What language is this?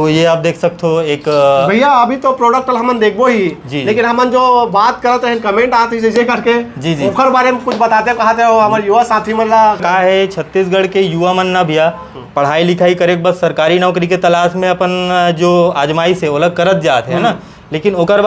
Chhattisgarhi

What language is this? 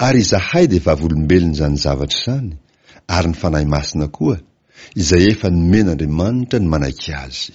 Malagasy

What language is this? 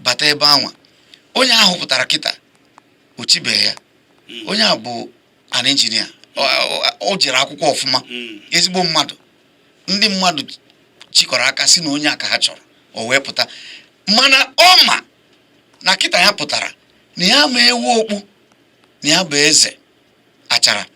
Igbo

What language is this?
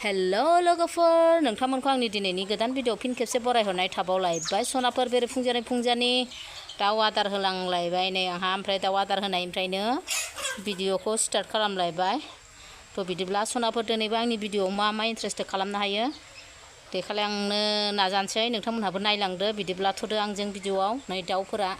Bodo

